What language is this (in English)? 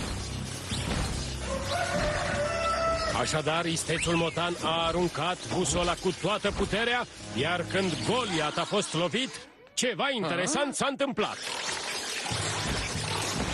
Romanian